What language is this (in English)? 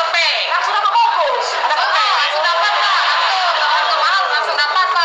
Musi